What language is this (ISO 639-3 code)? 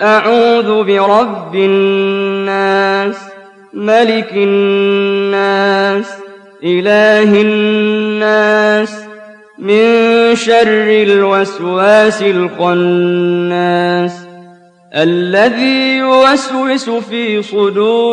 ara